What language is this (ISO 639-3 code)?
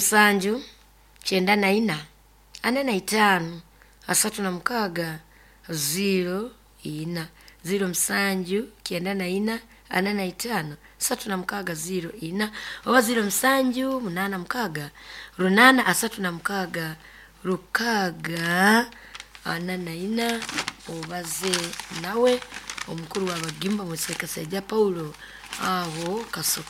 nyo